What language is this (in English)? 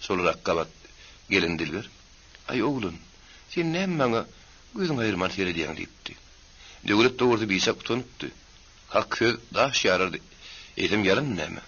Turkmen